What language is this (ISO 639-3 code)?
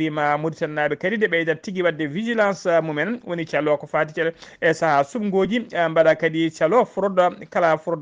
ful